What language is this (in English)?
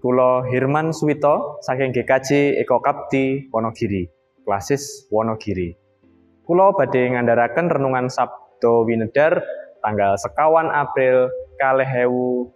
Javanese